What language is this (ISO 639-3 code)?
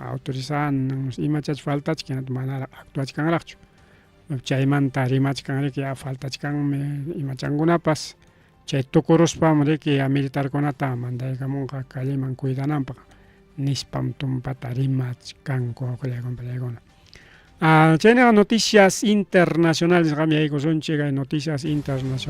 quy